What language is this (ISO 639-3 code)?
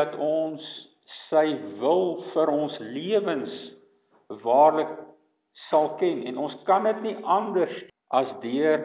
afr